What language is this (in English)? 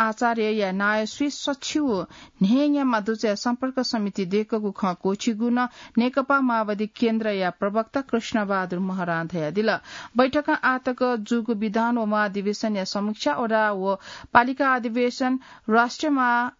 Newari